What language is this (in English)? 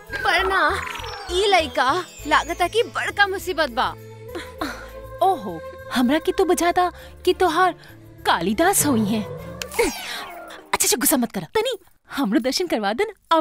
Bhojpuri